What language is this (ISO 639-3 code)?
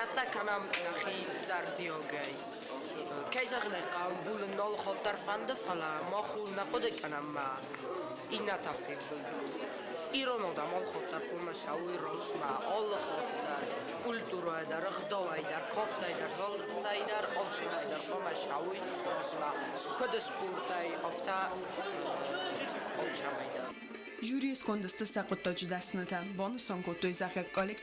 oss